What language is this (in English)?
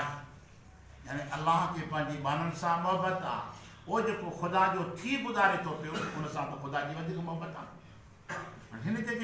Sindhi